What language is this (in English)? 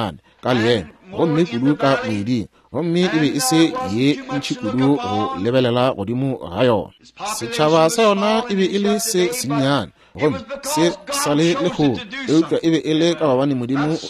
Northern Sotho